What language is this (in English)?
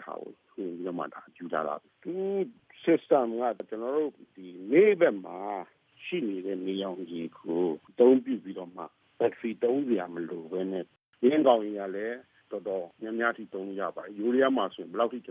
Burmese